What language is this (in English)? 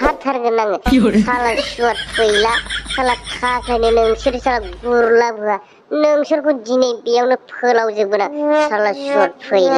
Bodo